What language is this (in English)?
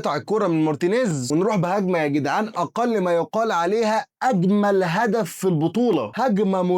Egyptian Arabic